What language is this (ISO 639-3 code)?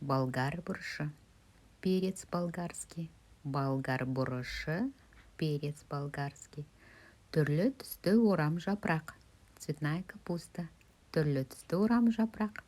kaz